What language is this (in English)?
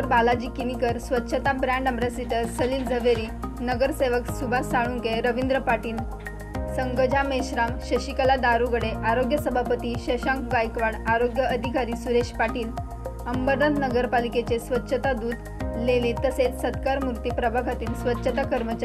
Marathi